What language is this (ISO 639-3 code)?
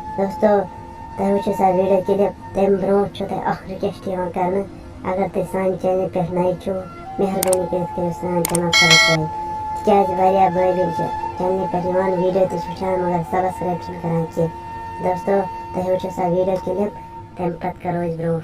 kas